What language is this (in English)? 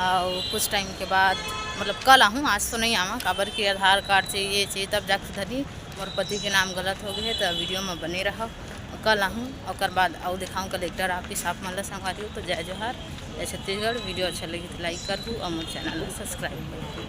Chhattisgarhi